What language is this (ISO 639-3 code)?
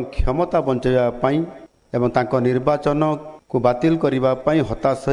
ori